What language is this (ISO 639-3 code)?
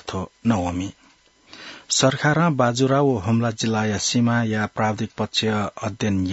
new